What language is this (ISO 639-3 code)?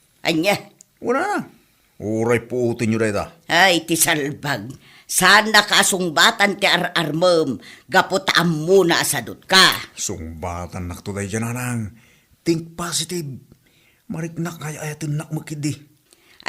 ilo